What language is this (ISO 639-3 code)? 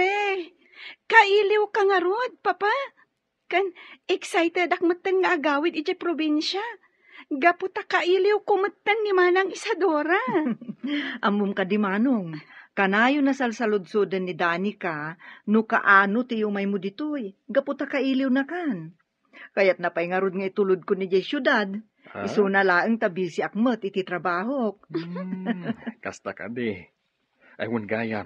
ilo